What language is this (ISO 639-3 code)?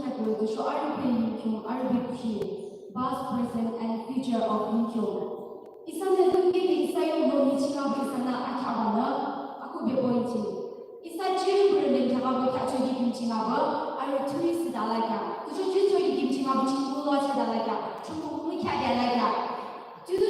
yim